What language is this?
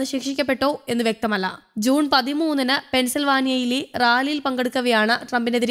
Malayalam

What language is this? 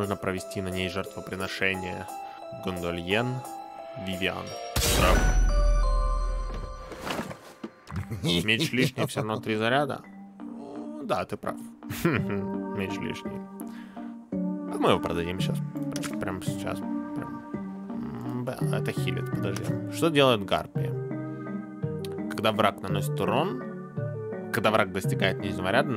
Russian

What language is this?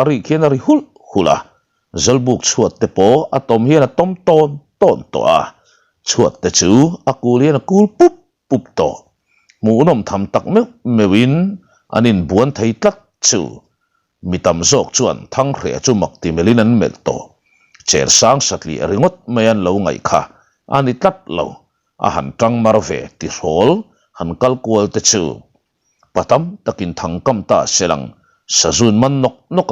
Mizo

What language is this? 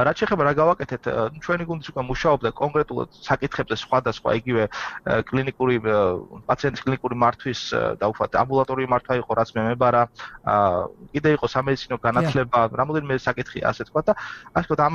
Georgian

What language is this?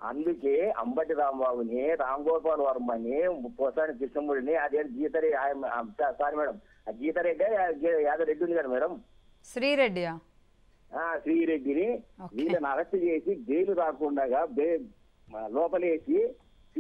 Telugu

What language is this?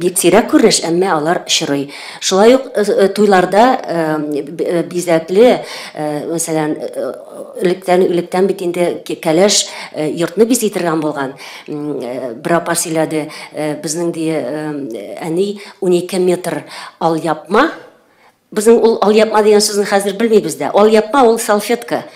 Tatar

